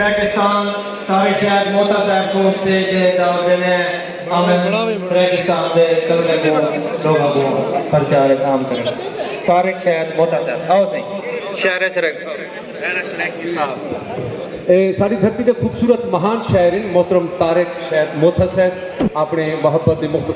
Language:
Saraiki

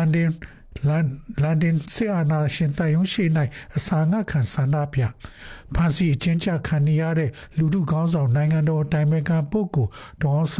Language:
Burmese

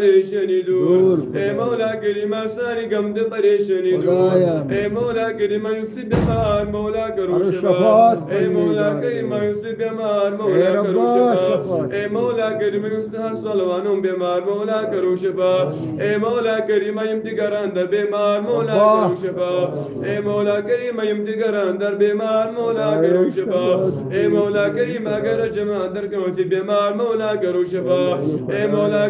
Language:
Kashmiri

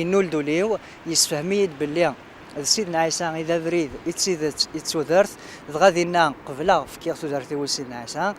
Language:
Kabyle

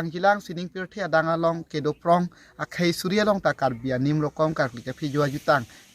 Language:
Karbi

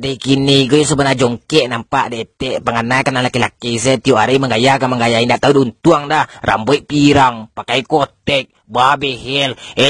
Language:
Minangkabau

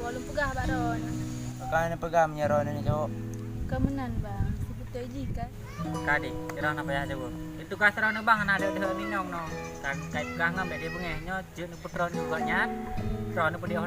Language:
Achinese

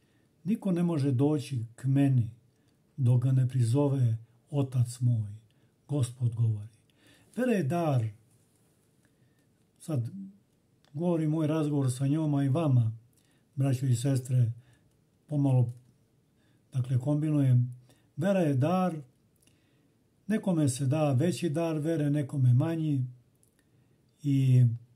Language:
Serbian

